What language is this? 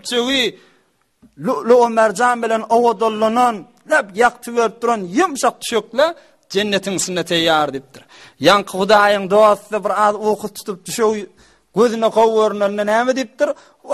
Turkmen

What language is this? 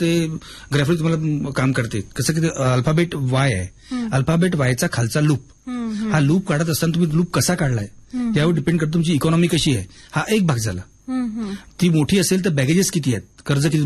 Marathi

